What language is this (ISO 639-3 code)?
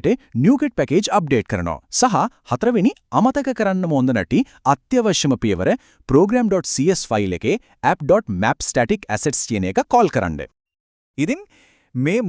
sin